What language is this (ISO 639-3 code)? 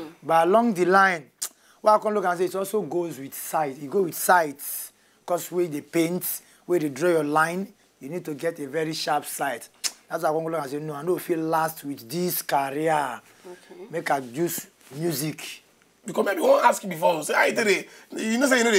pcm